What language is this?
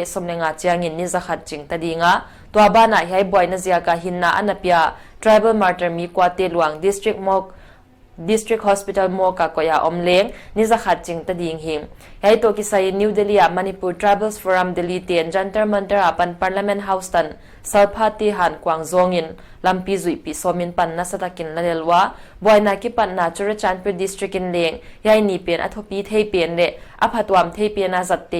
Paite Chin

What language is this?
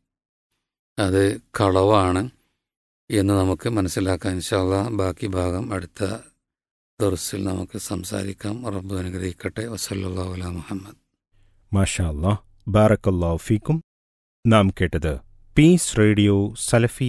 Malayalam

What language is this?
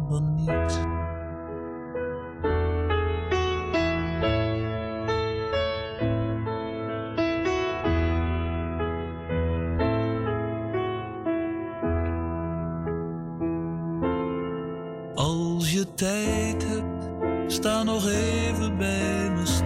Dutch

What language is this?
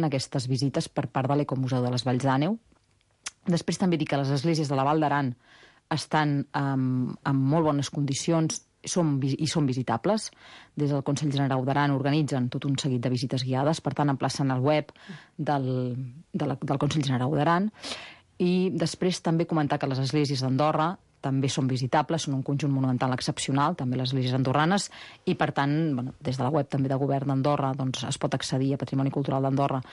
Catalan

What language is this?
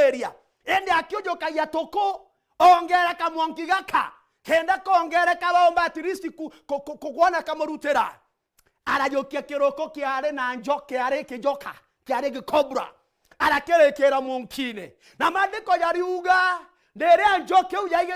Meru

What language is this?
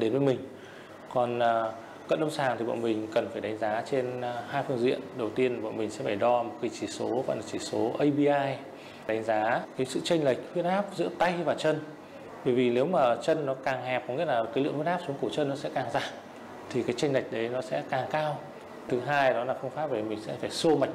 Vietnamese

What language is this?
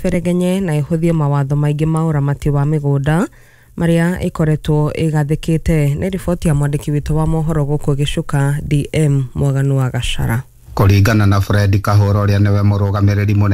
Kikuyu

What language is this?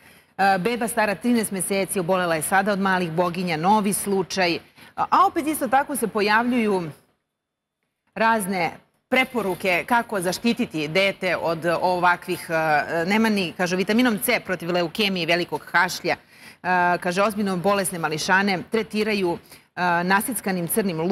Serbian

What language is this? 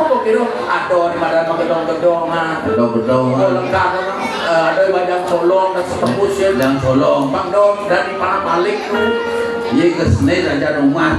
Balinese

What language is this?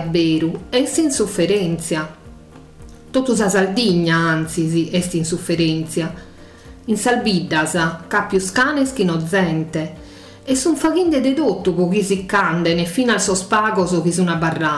Sardinian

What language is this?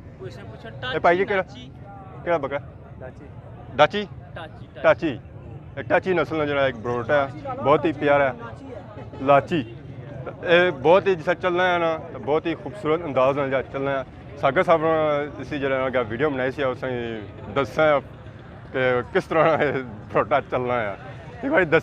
Pahari-Potwari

